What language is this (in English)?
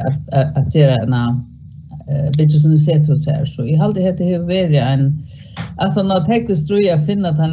Faroese